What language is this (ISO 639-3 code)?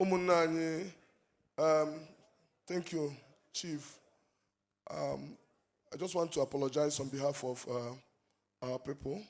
ibo